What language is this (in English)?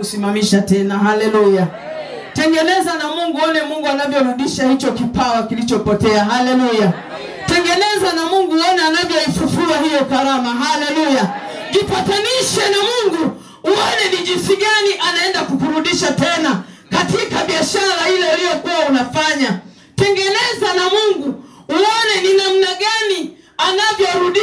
Swahili